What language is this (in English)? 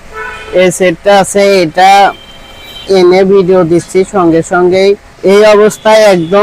Bangla